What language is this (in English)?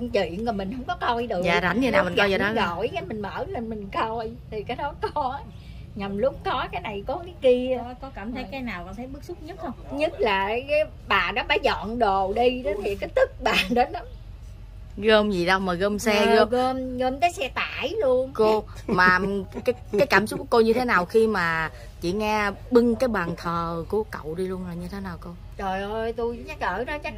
Vietnamese